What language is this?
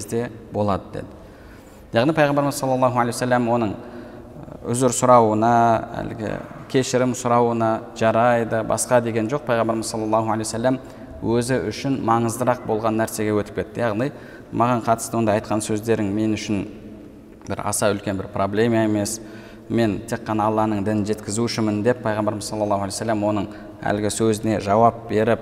Kazakh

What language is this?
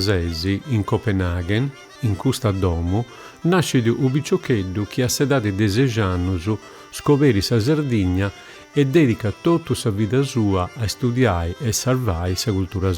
Sardinian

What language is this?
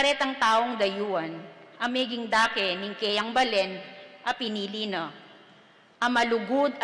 Pampanga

